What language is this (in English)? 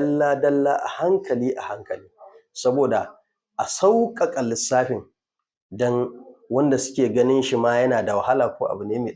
Hausa